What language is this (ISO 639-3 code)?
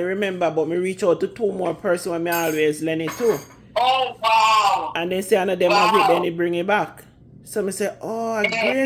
jam